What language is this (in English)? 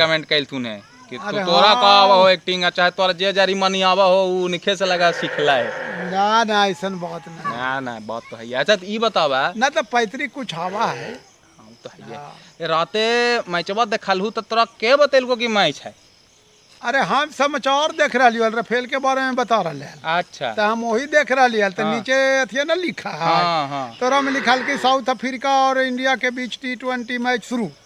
Magahi